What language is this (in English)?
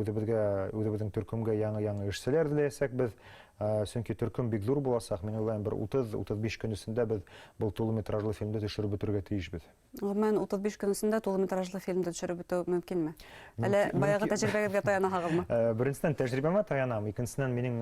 Bashkir